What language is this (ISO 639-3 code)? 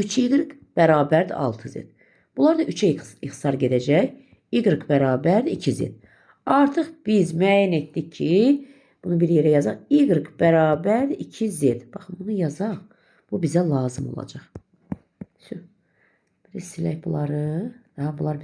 aze